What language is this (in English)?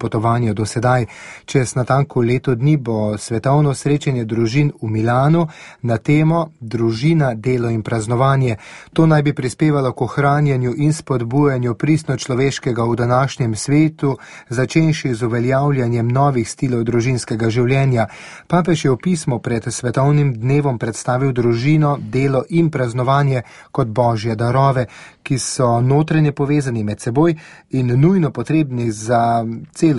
Slovenian